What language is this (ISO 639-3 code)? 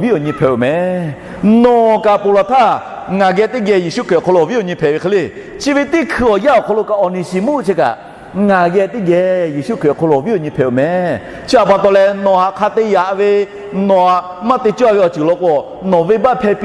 lhu